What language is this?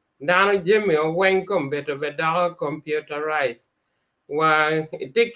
Acoli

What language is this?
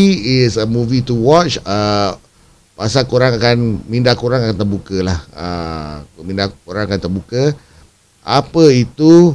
Malay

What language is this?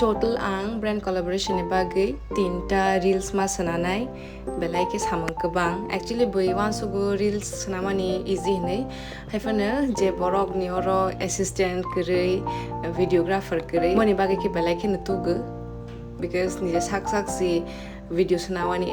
Kok Borok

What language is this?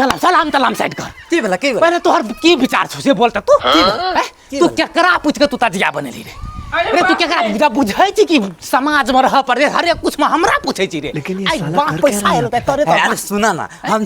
Maithili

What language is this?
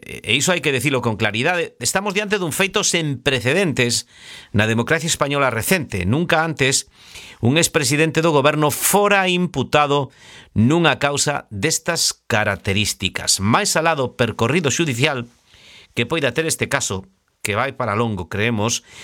Galician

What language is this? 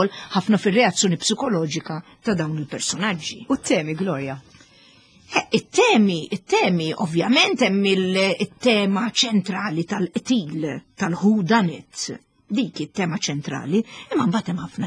Maltese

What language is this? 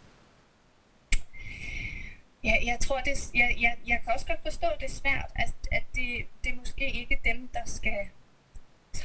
Danish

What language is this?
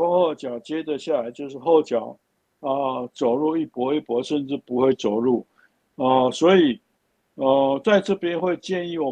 Chinese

